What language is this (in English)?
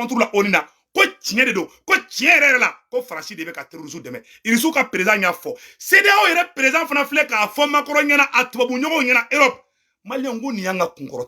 Bambara